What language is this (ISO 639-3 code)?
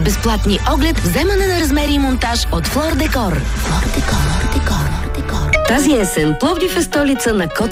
bul